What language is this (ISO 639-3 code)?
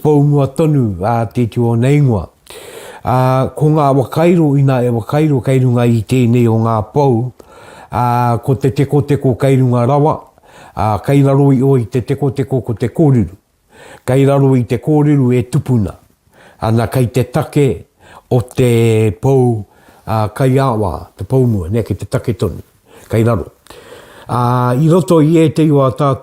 mri